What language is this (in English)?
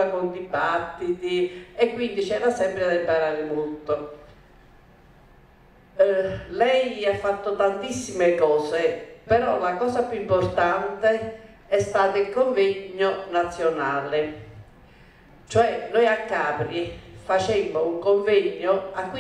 Italian